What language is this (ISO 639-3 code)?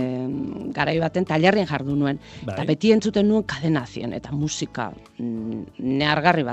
eus